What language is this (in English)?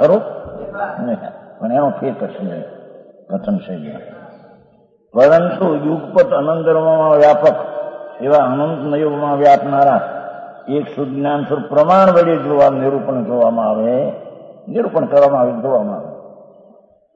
Gujarati